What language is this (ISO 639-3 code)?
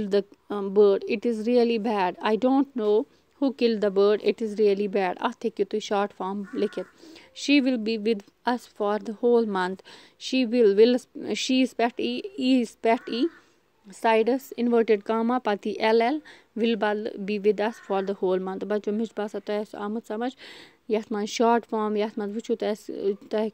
kas